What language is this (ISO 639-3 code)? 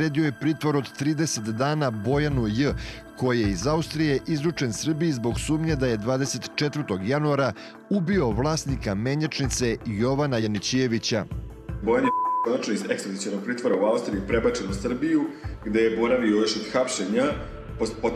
srp